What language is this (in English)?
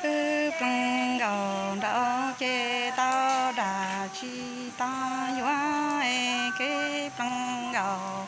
Hmong